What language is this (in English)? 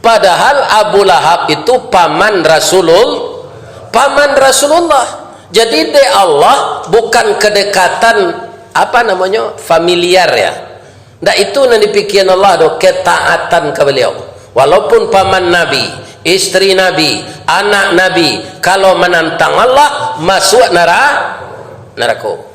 Minangkabau